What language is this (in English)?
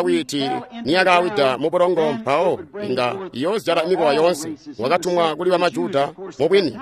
Tonga (Zambia)